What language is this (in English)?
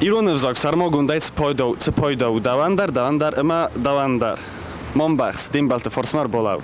Ossetic